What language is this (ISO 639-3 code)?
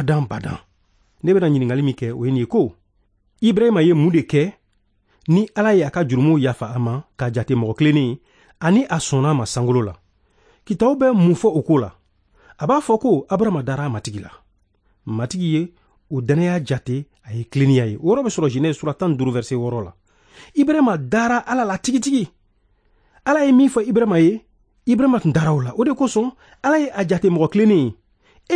bam